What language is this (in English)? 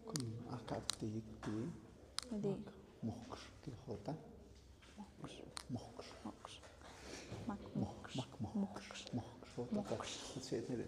Tlahuitoltepec Mixe